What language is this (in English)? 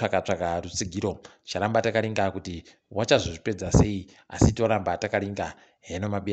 Ndau